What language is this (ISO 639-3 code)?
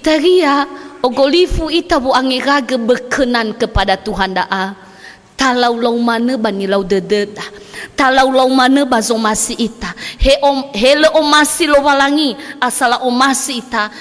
nia